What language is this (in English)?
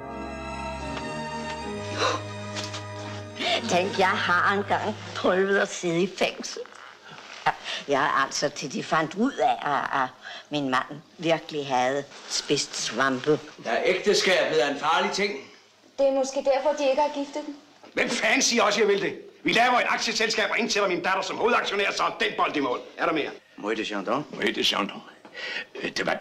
Danish